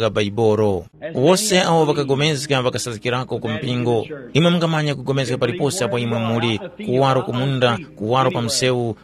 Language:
Tumbuka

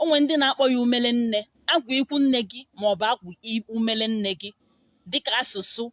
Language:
Igbo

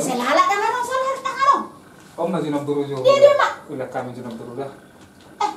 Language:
Batak Toba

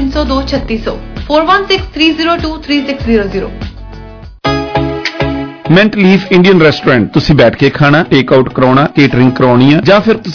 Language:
Punjabi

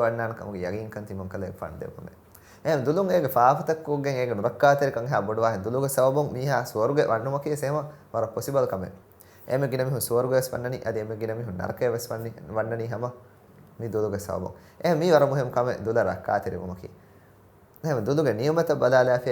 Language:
Divehi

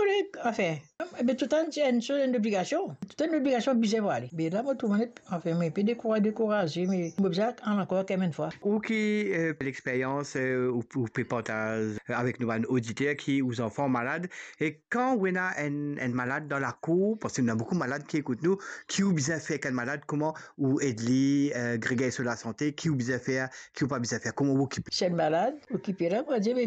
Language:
Morisyen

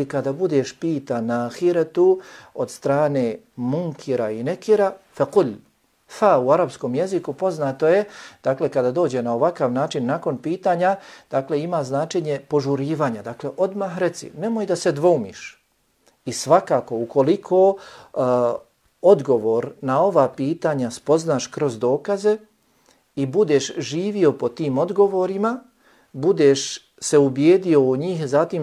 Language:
Bosnian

